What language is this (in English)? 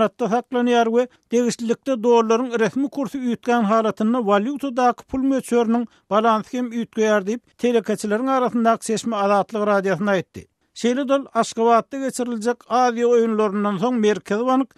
Turkmen